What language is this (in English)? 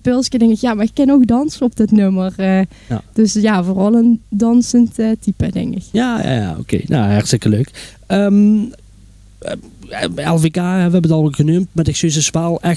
Limburgish